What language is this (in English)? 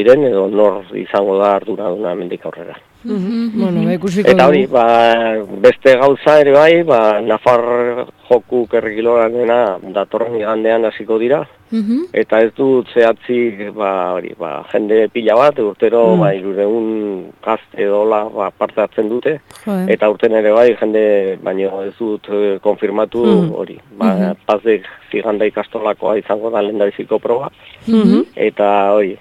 Basque